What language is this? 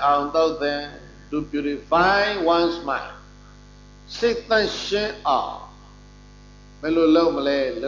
Burmese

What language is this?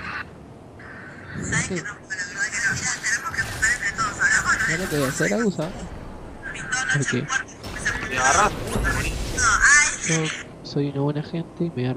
Spanish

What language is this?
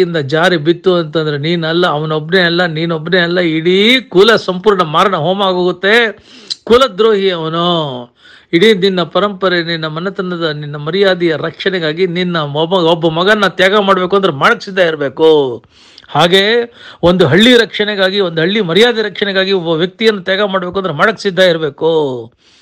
Kannada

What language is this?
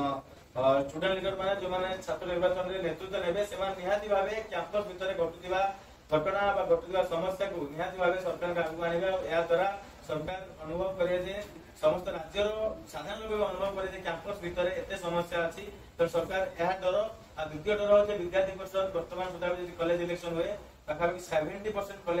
Odia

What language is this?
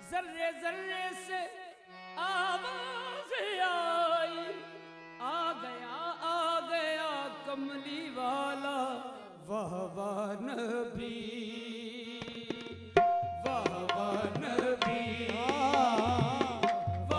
Hindi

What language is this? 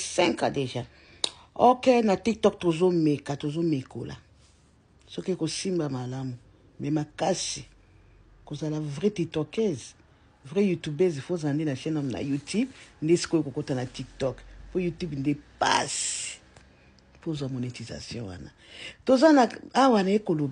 Lingala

